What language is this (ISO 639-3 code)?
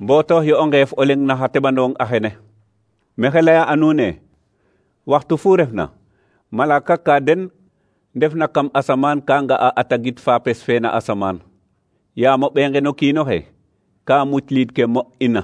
srr